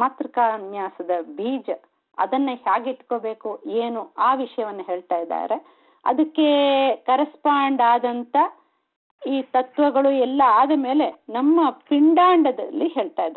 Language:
Kannada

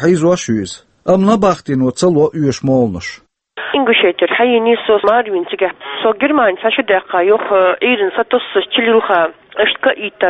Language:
Chechen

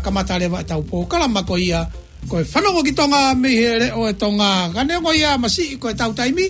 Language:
Tongan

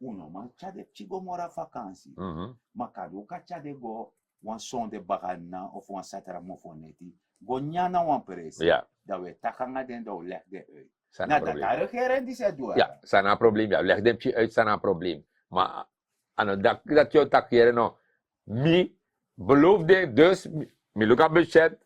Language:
Sranan Tongo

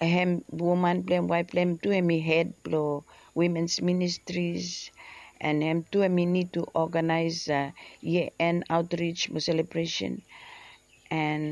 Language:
Bislama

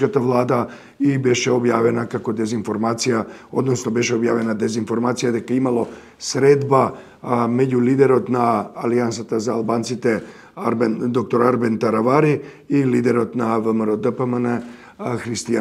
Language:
Macedonian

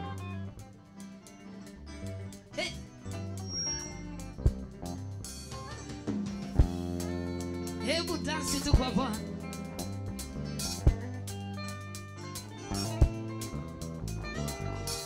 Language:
Swahili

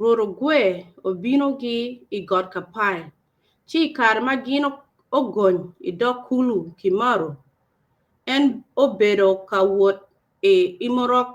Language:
Acoli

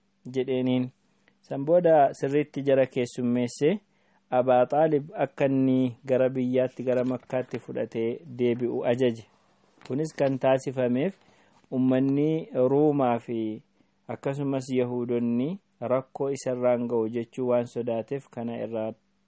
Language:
Oromo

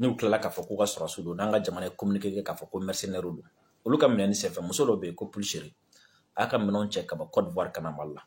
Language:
Bambara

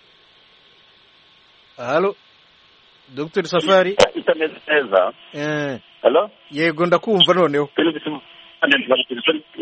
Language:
Kinyarwanda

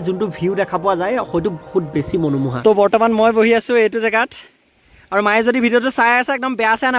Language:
Assamese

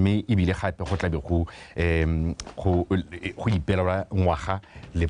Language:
Tswana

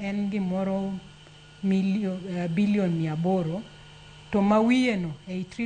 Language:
Luo (Kenya and Tanzania)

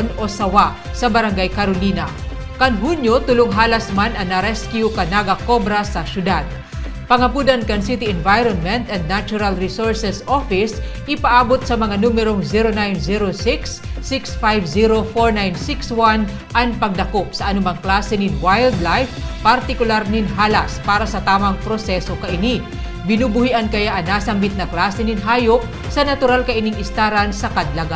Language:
Bikol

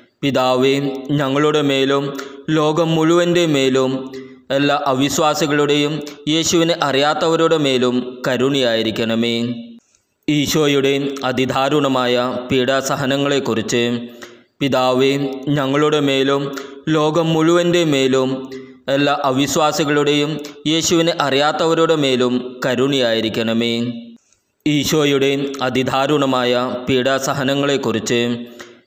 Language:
Malayalam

